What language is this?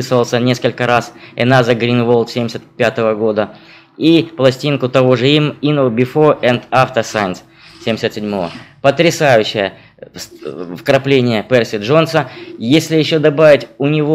Russian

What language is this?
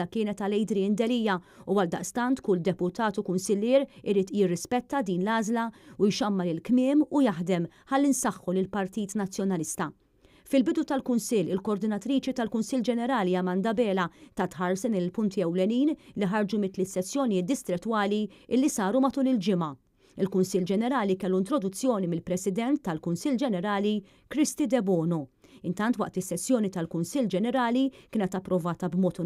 Maltese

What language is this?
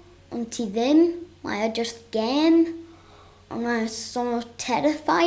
Welsh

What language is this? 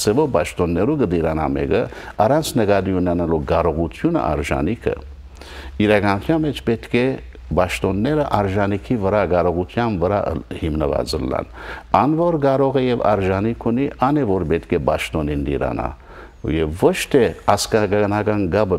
Western Armenian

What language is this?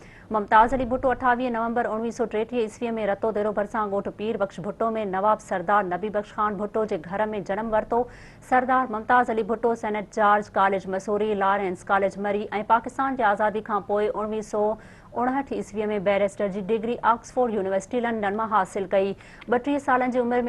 Sindhi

